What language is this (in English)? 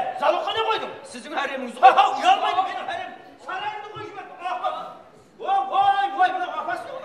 Kara-Kalpak